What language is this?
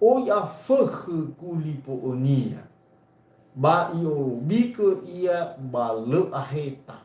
Nias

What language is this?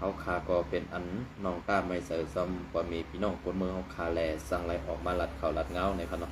Shan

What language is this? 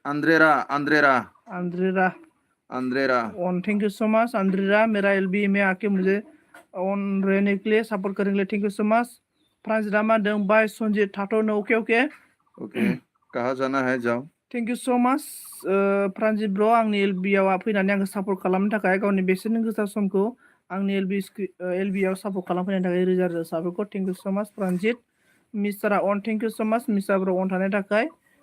Bodo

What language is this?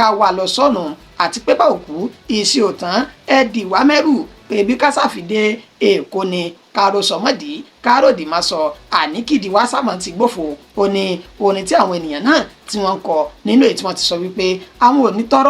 Yoruba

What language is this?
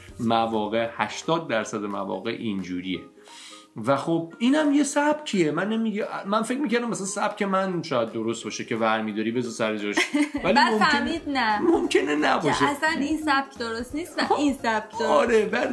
Persian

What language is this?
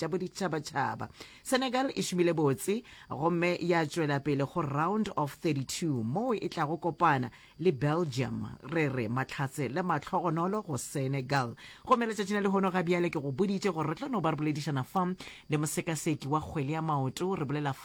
Northern Sotho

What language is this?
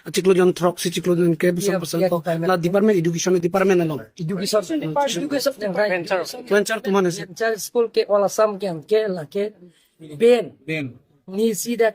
Karbi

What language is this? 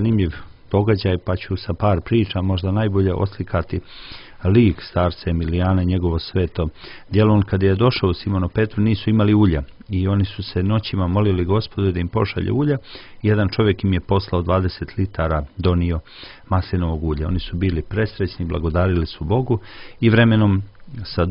Serbian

